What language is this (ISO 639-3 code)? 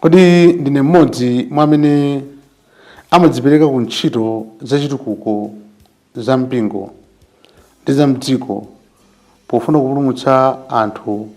nya